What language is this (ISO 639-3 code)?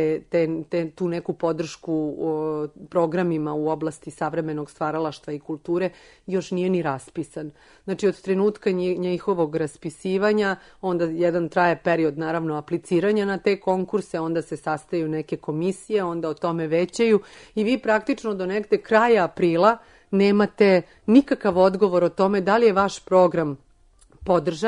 srp